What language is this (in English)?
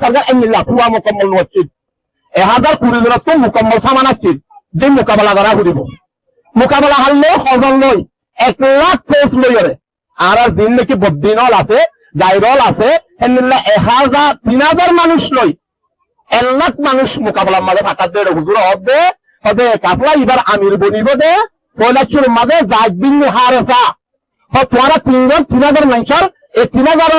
Rohingya